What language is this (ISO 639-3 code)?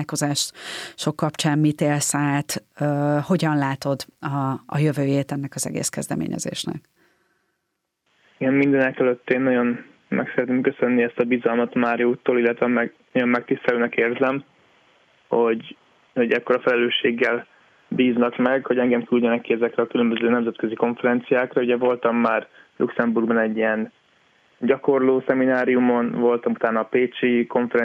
hun